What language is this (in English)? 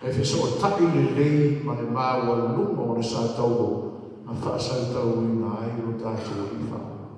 Samoan